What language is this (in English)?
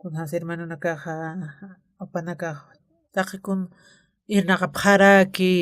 Aymara